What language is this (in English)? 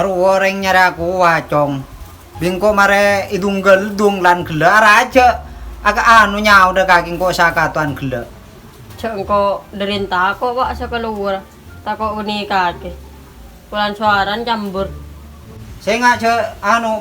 Madurese